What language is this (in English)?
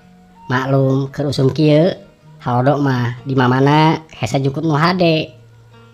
Sundanese